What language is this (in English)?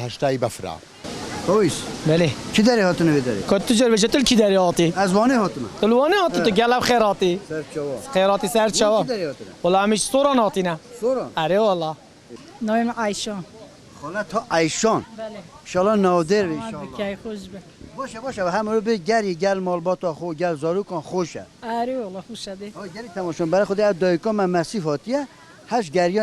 Kurdish